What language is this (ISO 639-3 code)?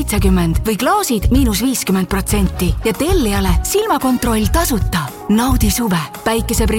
est